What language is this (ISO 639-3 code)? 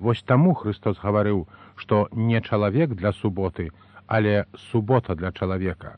bel